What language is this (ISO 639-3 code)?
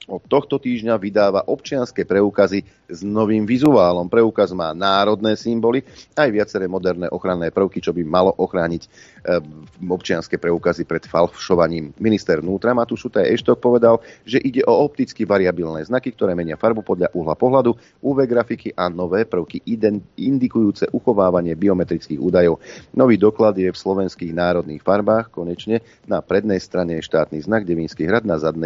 slk